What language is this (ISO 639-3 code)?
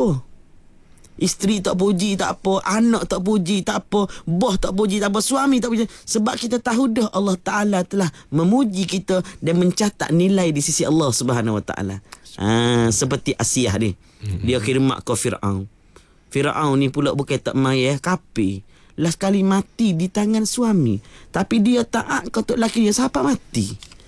msa